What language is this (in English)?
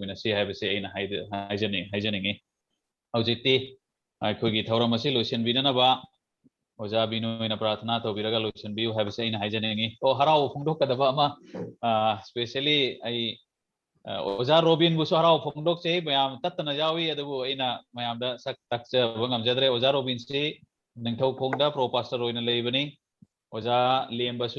Manipuri